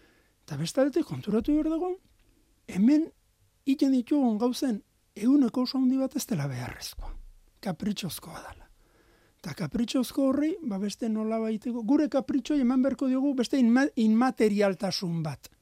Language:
Basque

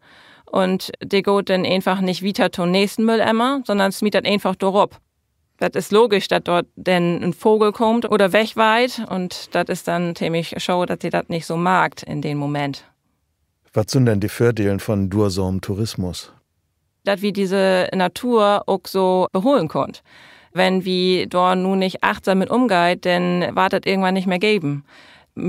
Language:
Low German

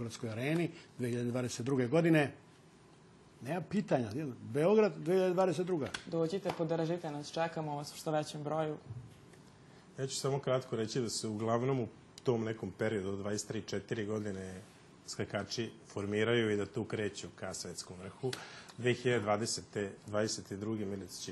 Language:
Serbian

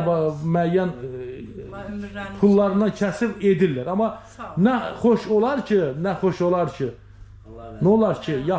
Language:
Azerbaijani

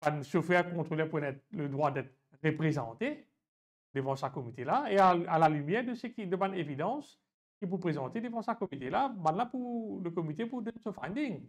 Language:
Morisyen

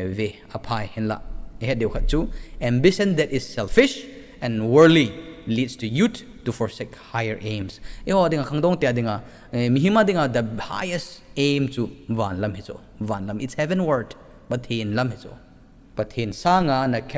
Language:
Thado Chin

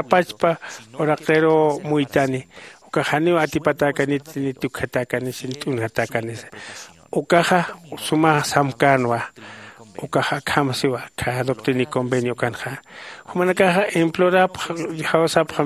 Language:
Aymara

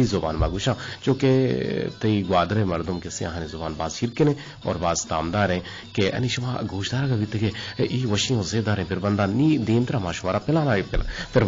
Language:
Eastern Balochi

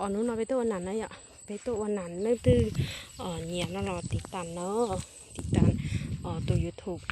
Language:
Hmong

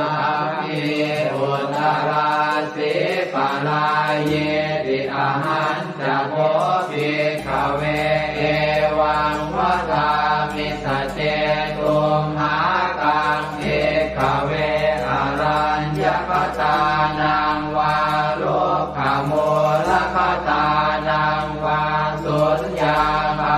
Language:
Pali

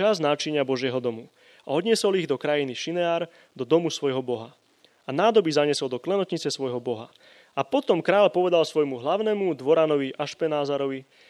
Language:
Slovak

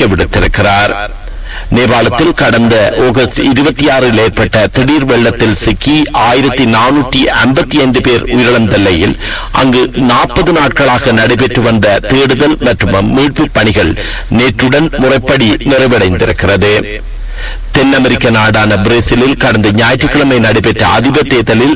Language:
Tamil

